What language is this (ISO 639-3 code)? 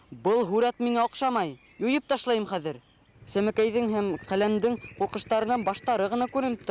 bak